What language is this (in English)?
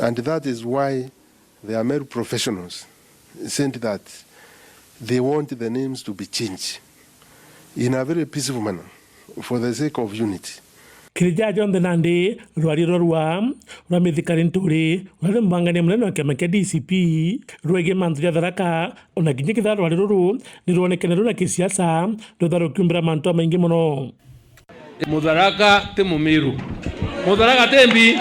Meru